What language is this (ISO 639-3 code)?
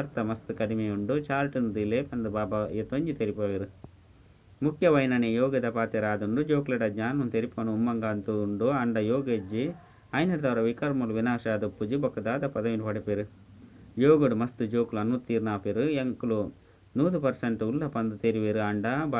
tcy